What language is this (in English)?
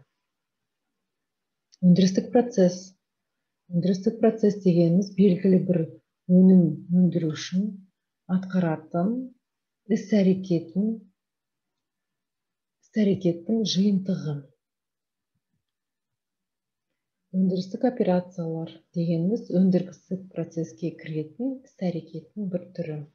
Kazakh